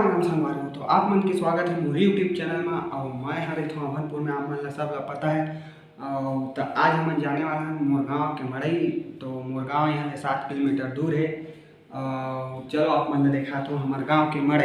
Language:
Chhattisgarhi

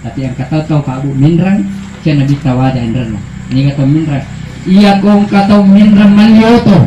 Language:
Buginese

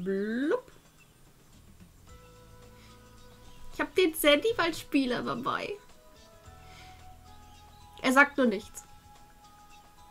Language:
German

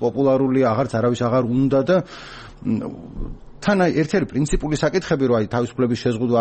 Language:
Georgian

